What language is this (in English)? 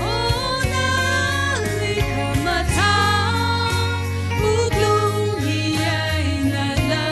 Tangkhul Naga (India)